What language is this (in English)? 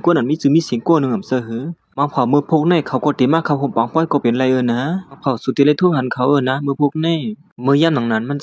Shan